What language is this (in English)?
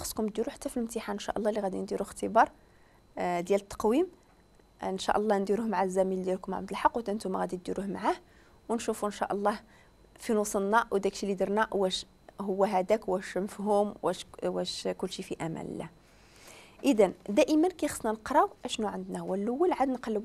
Moroccan Arabic